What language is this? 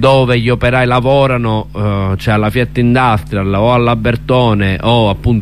Italian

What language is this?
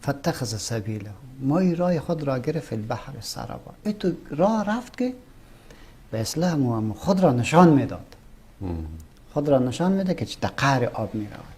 Persian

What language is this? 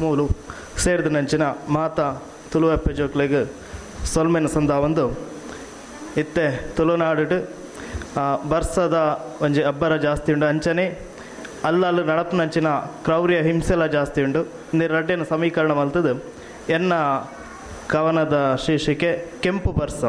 Tulu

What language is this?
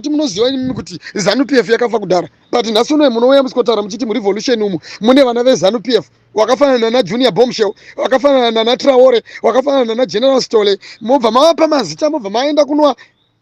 Shona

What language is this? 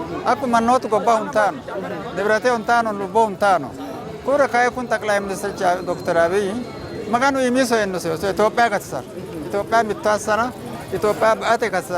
Sidamo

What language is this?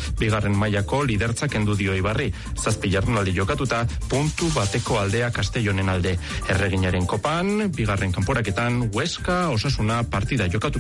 Basque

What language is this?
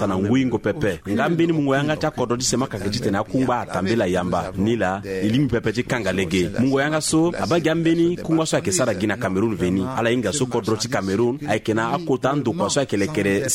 Sango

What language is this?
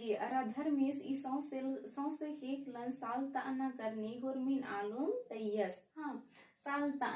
Kurukh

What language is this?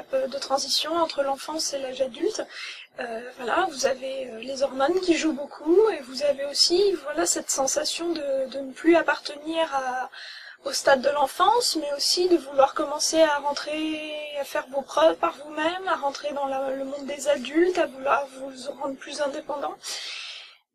French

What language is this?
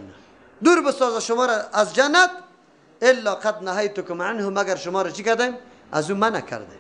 Persian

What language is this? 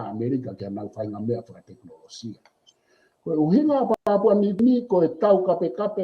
Tongan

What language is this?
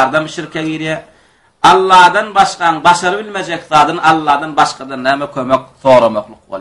Turkmen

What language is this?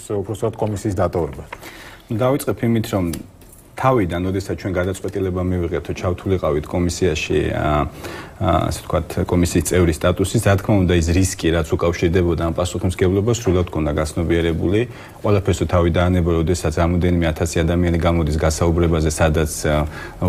Georgian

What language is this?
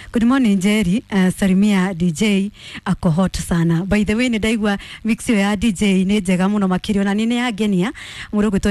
Kikuyu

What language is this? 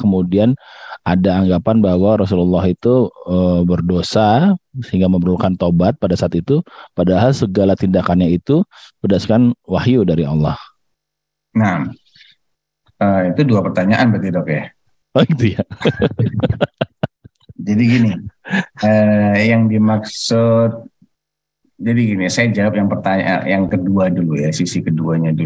Indonesian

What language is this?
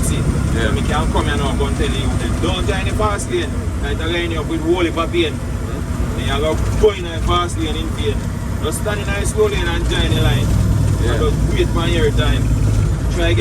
Jamaican Creole English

